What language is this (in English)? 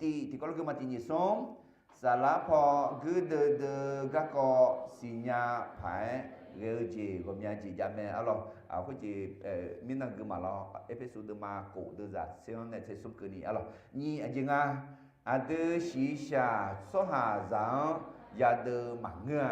Akha